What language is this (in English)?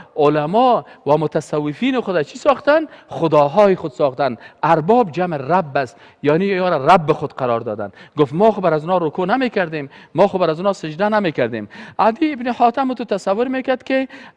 Persian